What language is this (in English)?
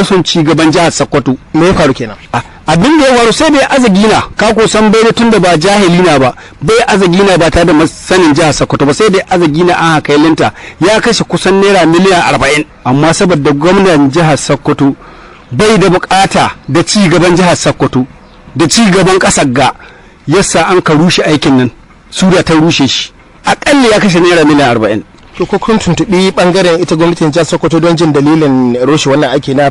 Hausa